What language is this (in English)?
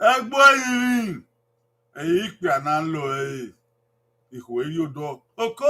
Bini